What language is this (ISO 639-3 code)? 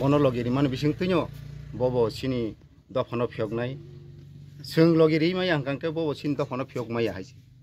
trp